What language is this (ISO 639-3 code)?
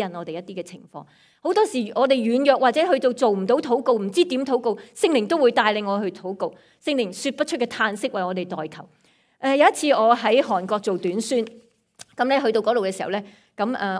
yue